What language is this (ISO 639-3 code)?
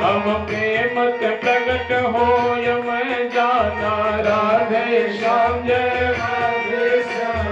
mai